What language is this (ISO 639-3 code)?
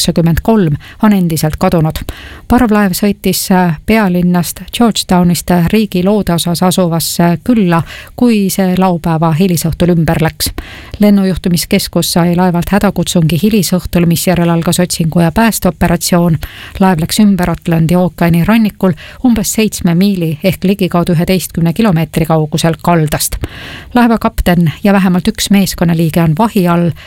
est